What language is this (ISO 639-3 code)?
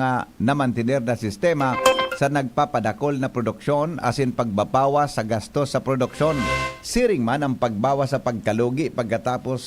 bik